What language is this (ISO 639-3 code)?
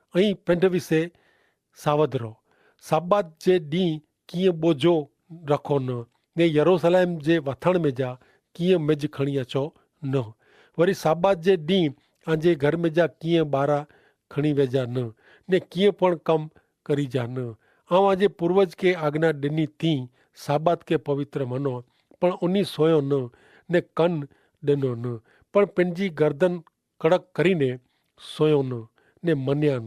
kfr